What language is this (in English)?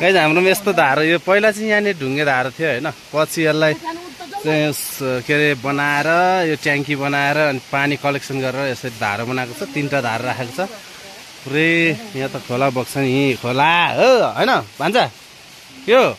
Nepali